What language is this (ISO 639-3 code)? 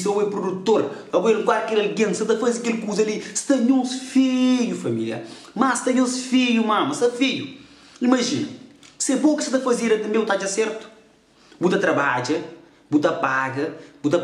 kea